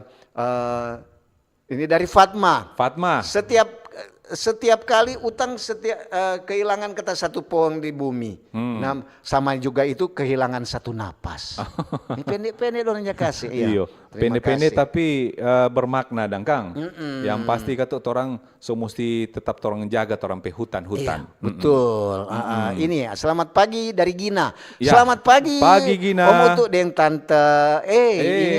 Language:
Manado Malay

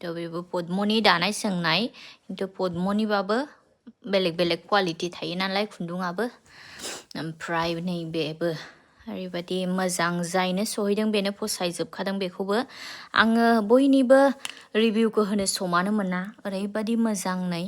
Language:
Bodo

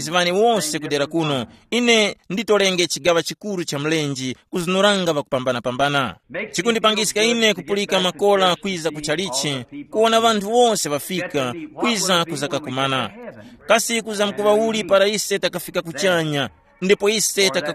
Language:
Tumbuka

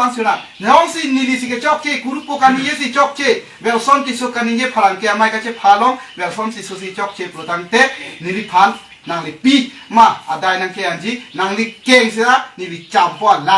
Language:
Karbi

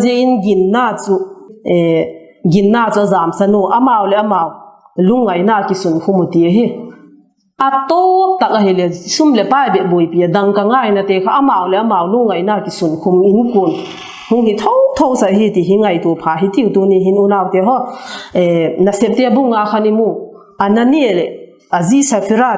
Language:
Vaiphei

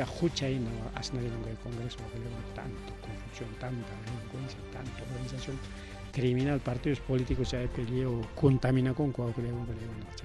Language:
Ayacucho Quechua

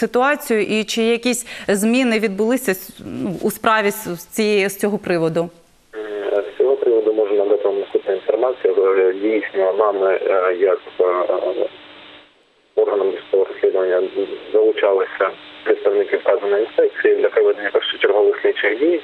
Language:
Ukrainian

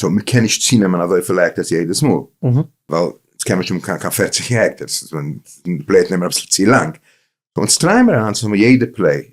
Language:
Yiddish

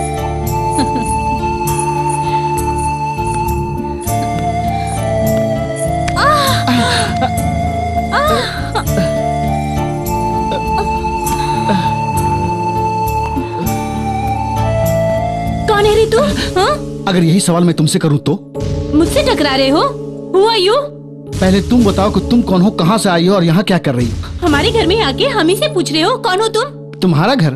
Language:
Hindi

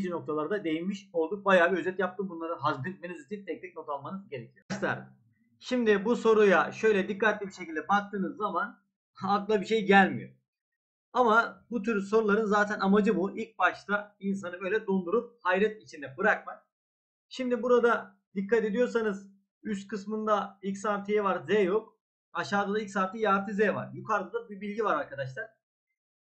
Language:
Turkish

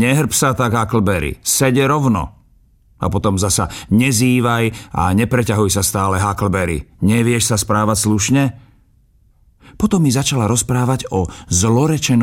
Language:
Slovak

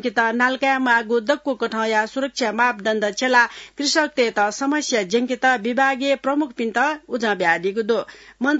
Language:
Newari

